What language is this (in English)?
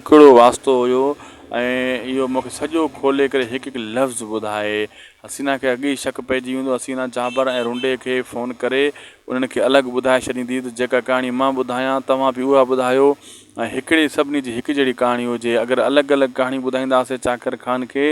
Sindhi